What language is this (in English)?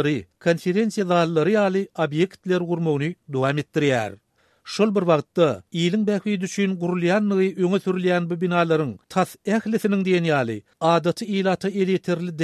Turkmen